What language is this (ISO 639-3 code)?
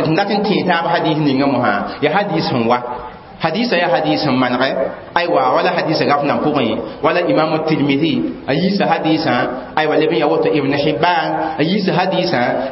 mos